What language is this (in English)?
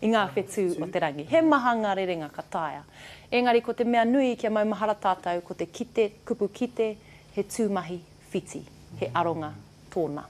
Māori